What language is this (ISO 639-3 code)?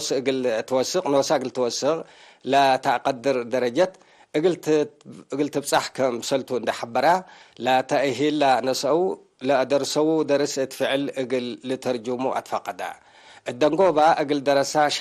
tig